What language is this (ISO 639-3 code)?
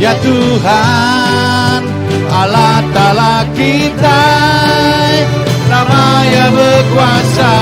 iba